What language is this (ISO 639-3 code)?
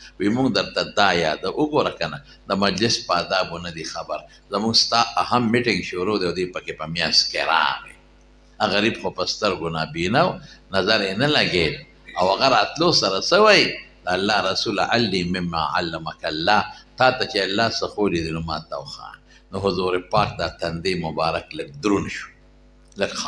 pus